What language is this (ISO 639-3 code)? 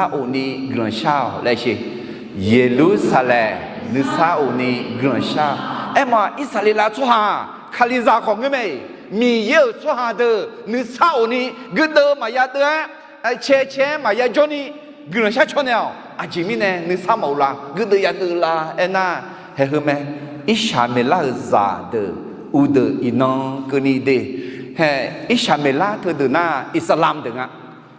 ahk